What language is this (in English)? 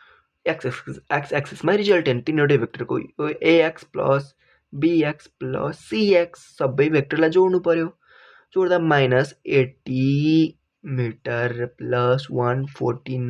Nepali